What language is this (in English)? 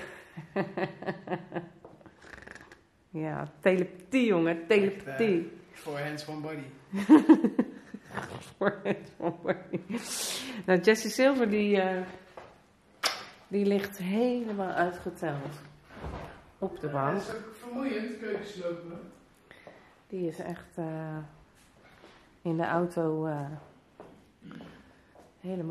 Dutch